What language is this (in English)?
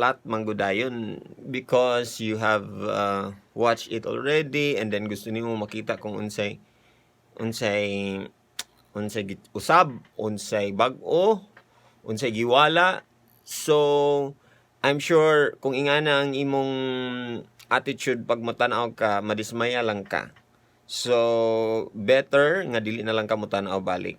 Cebuano